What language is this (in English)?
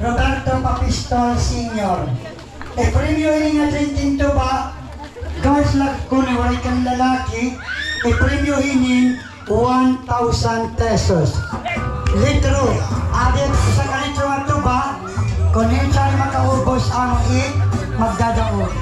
Waray